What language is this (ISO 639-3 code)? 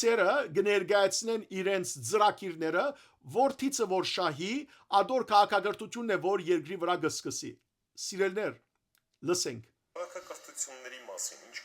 hyw